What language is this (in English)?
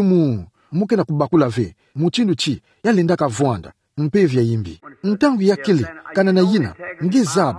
Kituba (Democratic Republic of Congo)